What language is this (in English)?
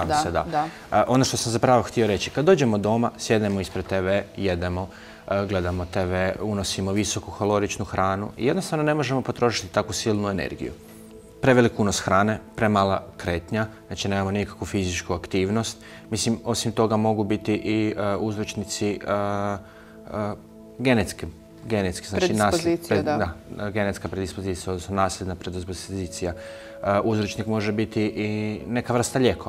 Croatian